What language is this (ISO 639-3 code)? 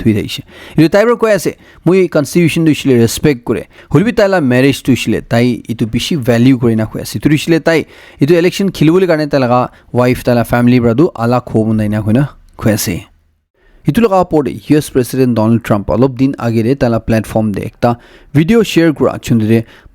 nag